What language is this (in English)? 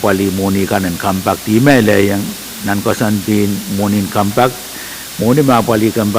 Pohnpeian